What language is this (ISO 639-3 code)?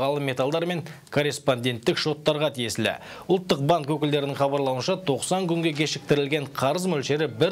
kaz